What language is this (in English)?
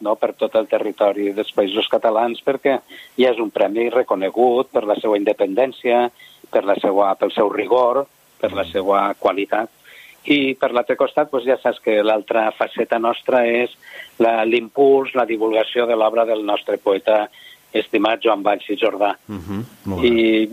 Catalan